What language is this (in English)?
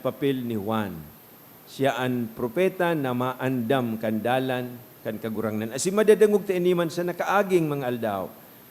Bikol